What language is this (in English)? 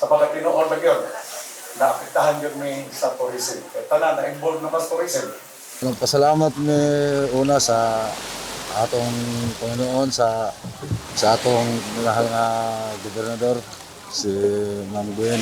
Cebuano